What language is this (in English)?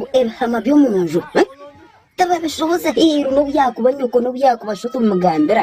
Nyankole